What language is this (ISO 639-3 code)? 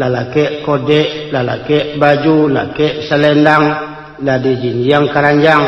min